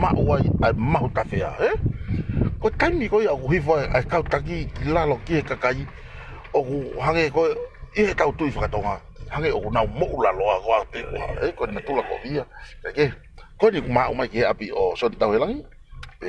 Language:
Tongan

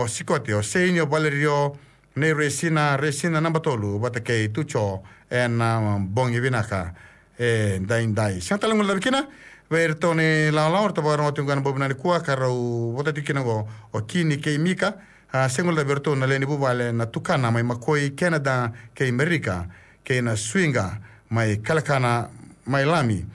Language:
Fijian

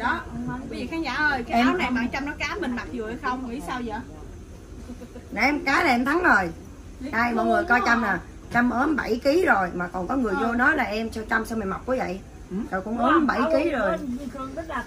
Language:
Vietnamese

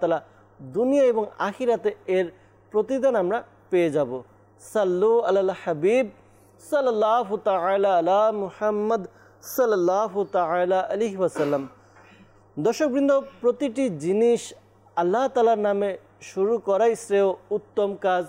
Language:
Bangla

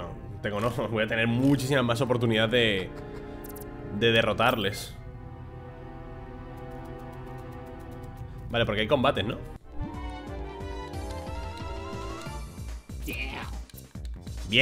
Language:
Spanish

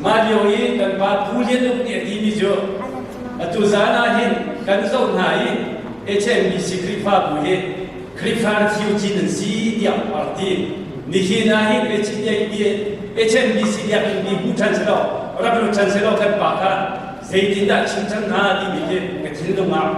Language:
Hakha Chin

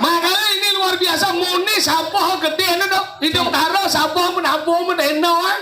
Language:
Balinese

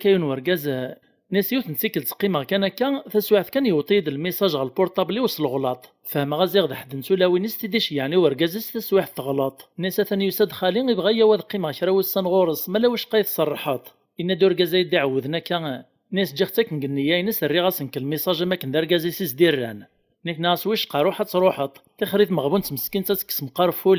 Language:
Kabyle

